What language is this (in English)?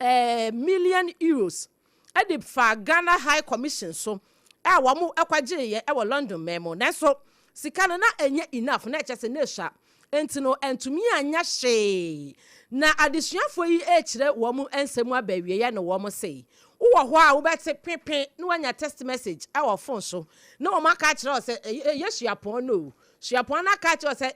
Akan